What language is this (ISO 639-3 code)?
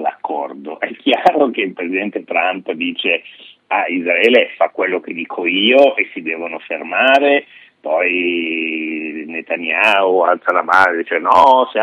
ita